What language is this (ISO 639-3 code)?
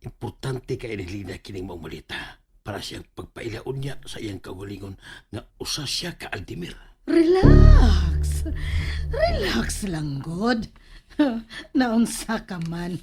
ceb